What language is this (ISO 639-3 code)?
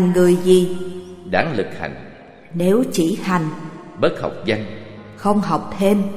vie